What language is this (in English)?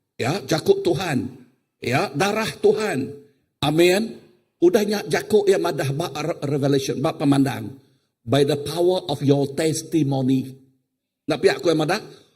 Iban